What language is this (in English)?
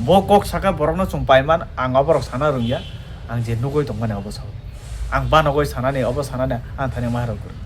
Kok Borok